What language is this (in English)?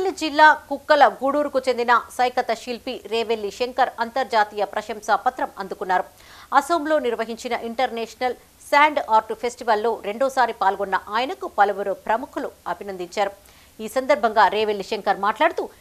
Telugu